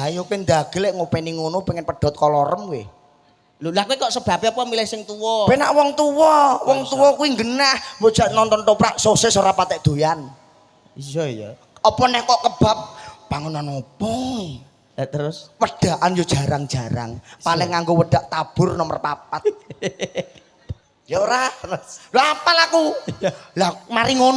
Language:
Javanese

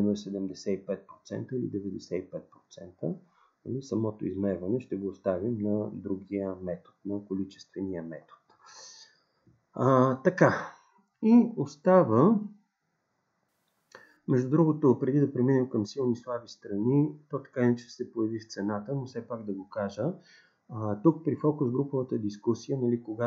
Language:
Bulgarian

